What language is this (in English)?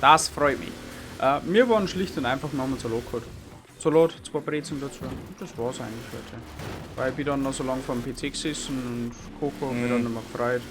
Bavarian